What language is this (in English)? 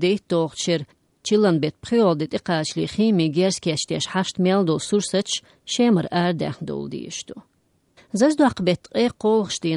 Chechen